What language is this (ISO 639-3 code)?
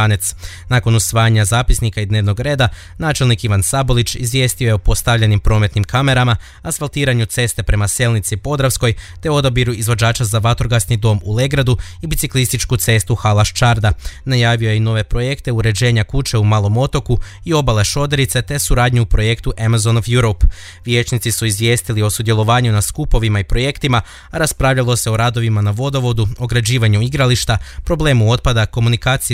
hrv